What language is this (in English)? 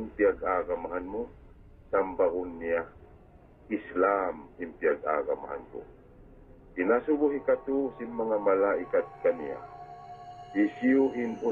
Tausug